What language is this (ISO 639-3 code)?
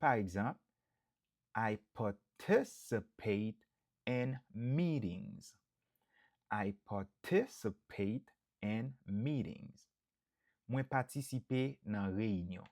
hat